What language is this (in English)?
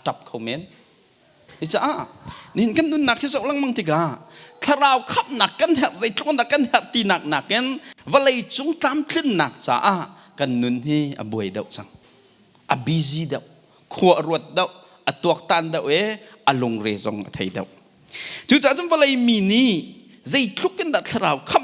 Hakha Chin